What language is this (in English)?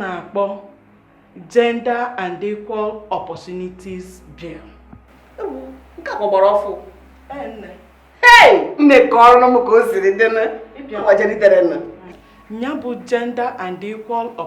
Igbo